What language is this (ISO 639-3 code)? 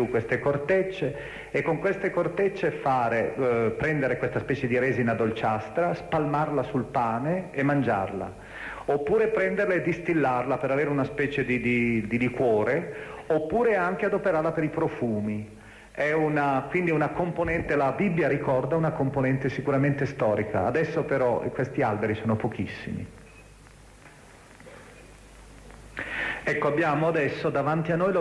ita